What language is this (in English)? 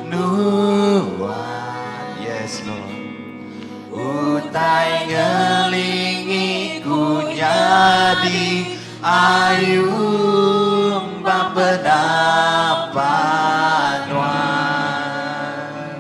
Iban